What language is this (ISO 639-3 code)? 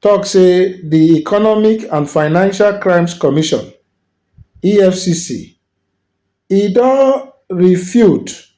pcm